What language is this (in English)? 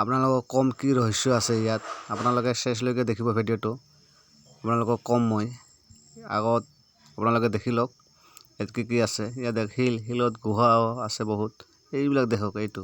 Assamese